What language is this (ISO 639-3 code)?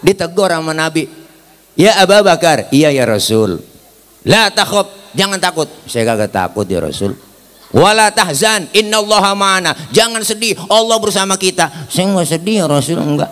bew